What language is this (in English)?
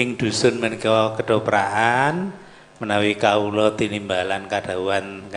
Javanese